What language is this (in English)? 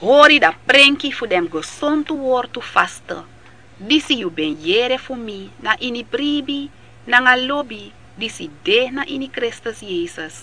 Sranan Tongo